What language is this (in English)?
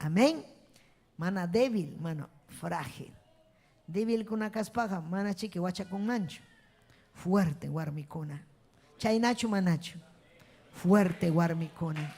Ayacucho Quechua